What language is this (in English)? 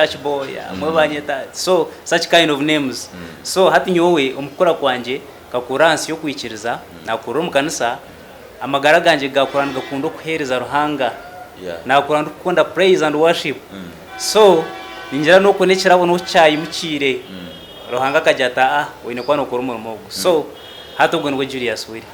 Nyankole